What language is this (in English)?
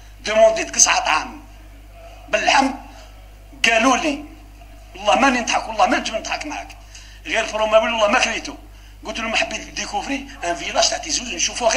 Algerian Arabic